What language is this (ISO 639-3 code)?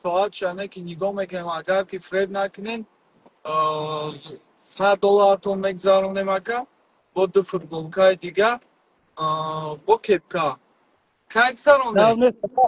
tgk